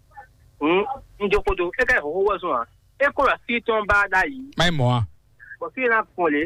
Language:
Fon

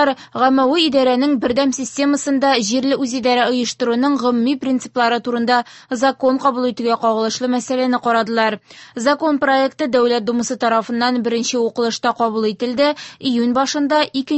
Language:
Tatar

